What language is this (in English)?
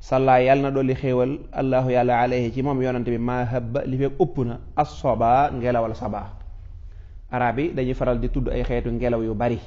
Wolof